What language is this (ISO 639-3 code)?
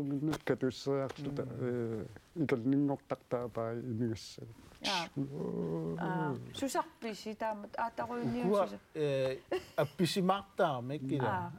kal